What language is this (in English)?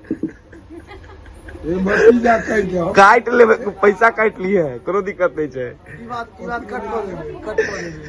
Maithili